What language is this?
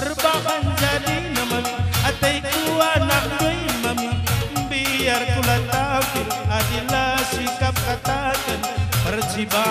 Batak Karo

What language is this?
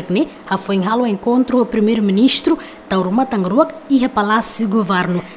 Tetum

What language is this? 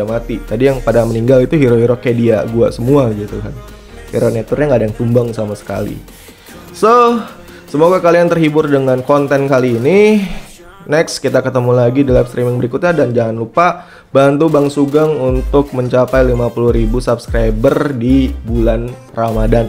Indonesian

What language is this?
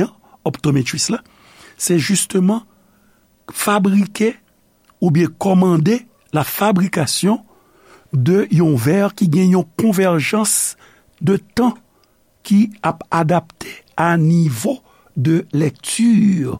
Haitian Creole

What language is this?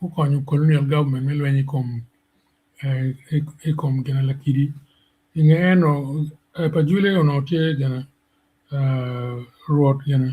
Acoli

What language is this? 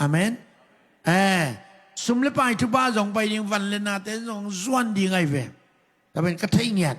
Tedim Chin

